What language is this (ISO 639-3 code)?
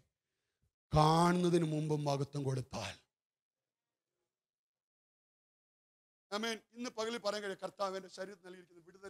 mal